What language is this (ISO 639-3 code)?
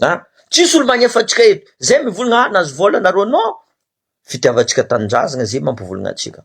mlg